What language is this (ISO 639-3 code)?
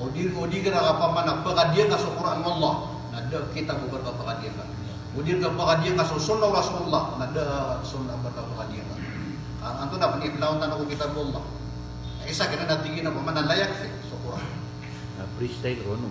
mrw